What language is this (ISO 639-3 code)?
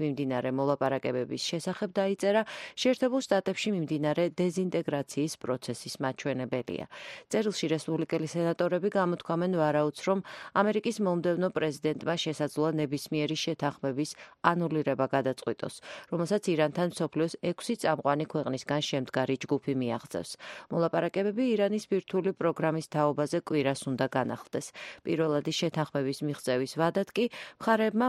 kat